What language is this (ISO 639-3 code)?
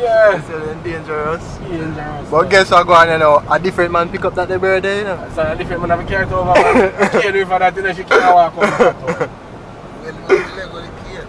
jam